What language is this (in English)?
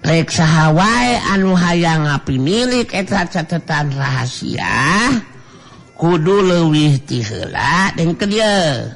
Sundanese